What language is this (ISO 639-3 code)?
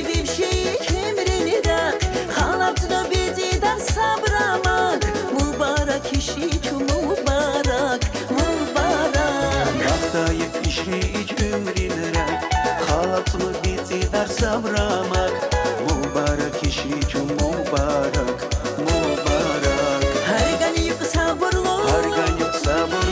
tab